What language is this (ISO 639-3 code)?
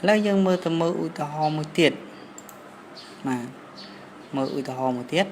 khm